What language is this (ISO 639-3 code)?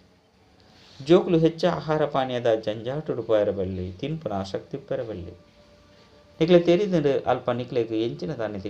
tcy